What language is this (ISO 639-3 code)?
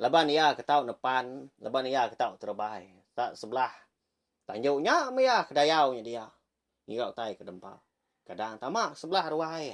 iba